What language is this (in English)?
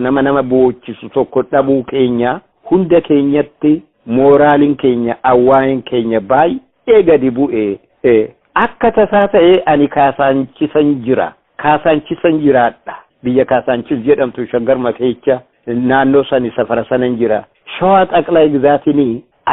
Oromo